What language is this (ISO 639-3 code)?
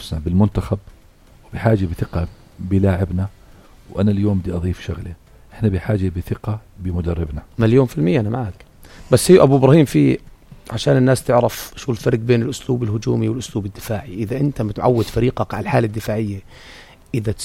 apc